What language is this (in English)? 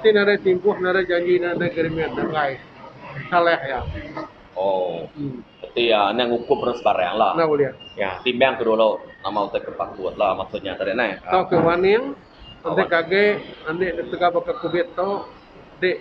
Iban